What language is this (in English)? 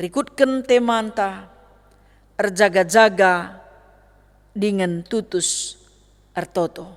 Batak Karo